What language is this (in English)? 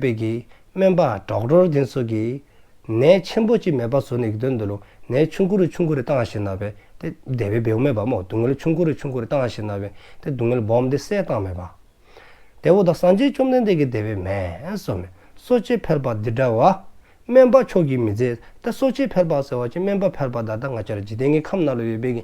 Dzongkha